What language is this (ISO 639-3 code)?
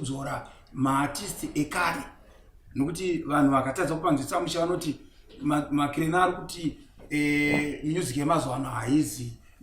sna